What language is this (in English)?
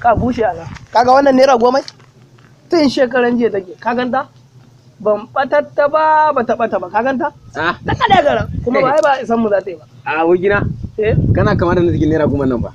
Hausa